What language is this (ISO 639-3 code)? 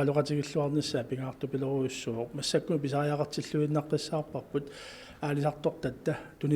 kal